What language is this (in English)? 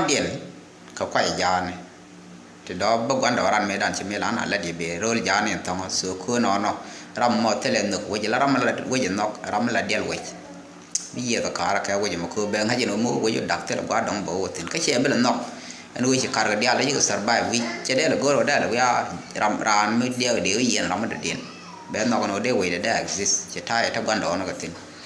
Nuer